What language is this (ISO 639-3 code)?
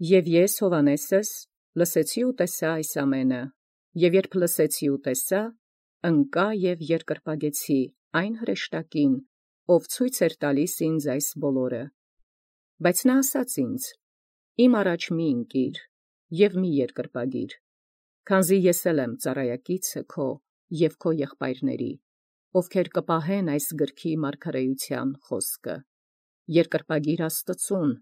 hye